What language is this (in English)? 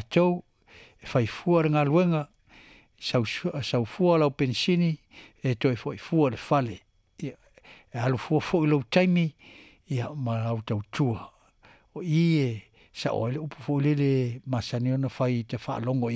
Samoan